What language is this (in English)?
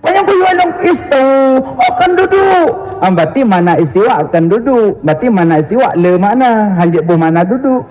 Achinese